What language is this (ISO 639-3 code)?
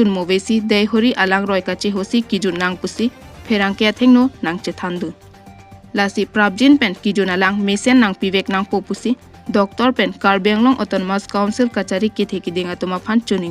mjw